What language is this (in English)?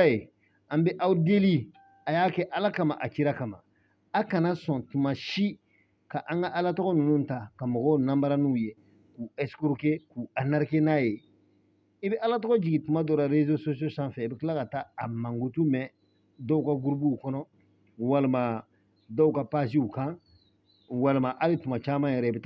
Bambara